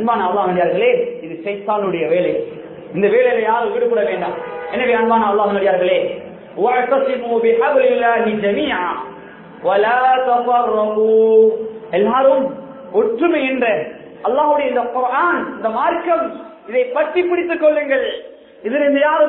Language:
Tamil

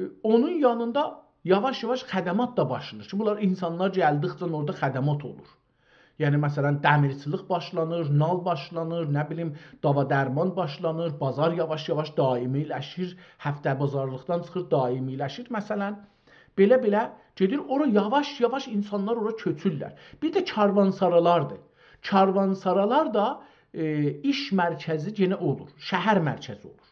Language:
South Azerbaijani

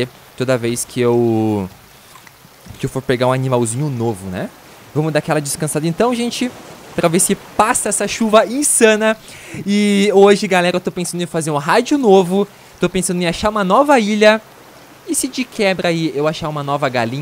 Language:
Portuguese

